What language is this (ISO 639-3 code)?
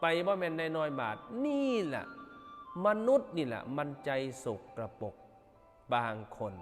tts